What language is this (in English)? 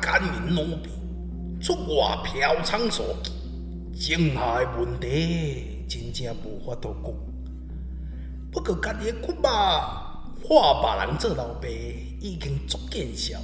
Min Nan Chinese